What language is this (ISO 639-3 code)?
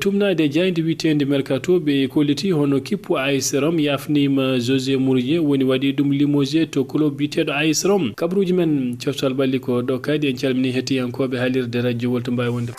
ful